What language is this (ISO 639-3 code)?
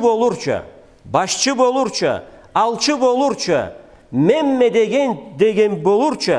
krc